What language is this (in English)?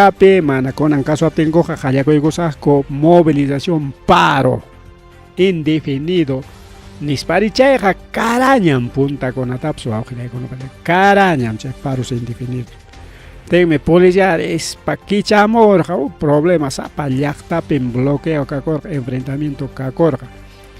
Ayacucho Quechua